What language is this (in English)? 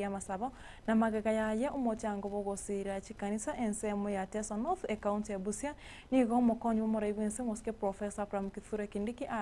Gusii